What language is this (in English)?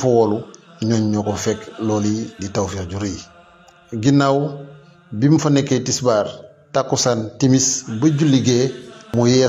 Wolof